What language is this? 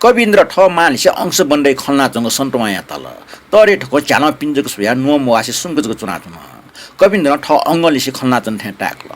Newari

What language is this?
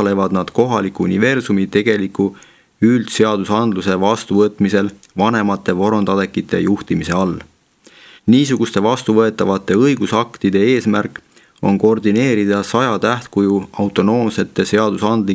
Estonian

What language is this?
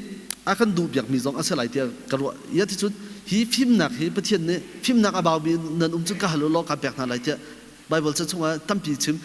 Hakha Chin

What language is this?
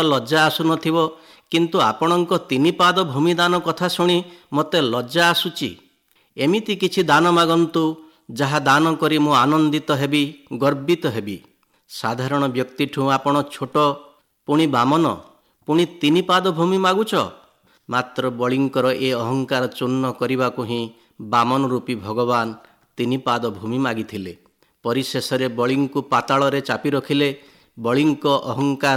Odia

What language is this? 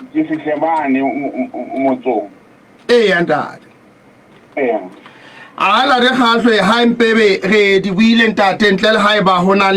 Southern Sotho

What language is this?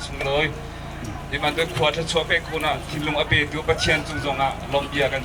Hakha Chin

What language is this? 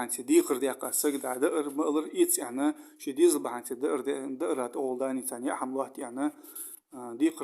Ingush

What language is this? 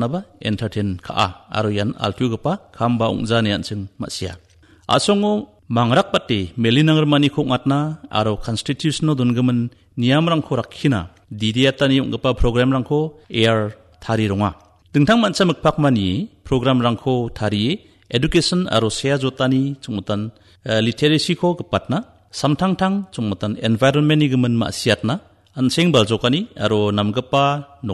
Garo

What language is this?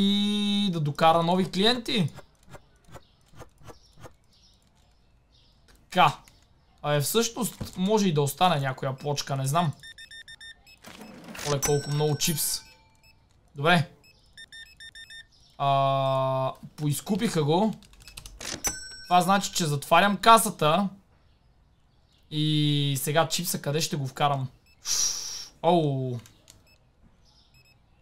Bulgarian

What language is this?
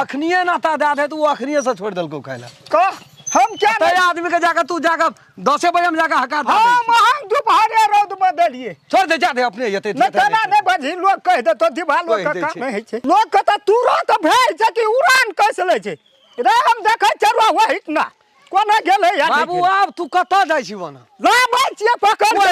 Maithili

